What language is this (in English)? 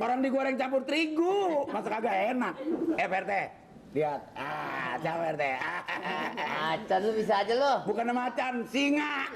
Betawi